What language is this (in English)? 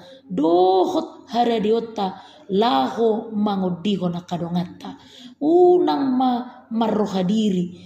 Batak Toba